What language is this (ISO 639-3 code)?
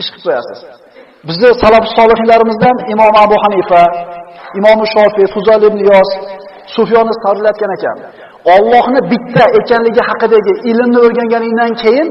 uzb